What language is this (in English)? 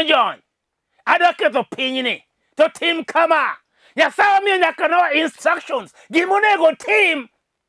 Luo (Kenya and Tanzania)